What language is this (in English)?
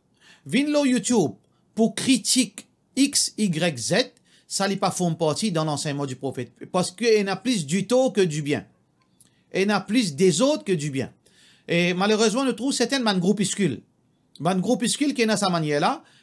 Morisyen